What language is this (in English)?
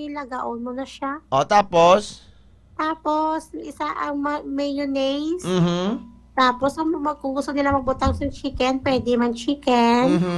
Hiligaynon